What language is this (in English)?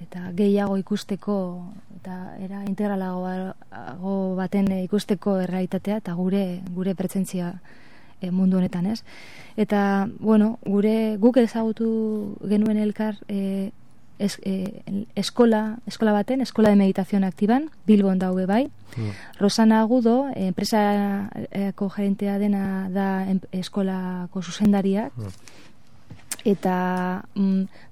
Basque